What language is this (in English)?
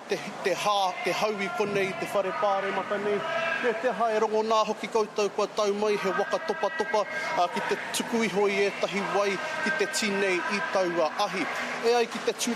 Māori